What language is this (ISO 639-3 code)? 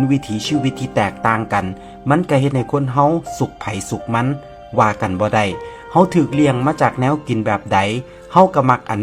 tts